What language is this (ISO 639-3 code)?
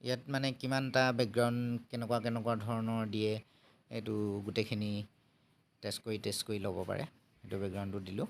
asm